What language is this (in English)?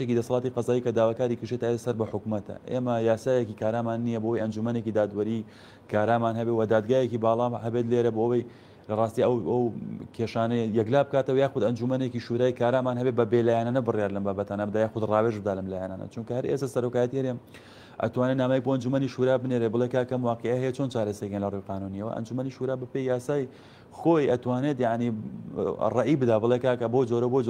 Central Kurdish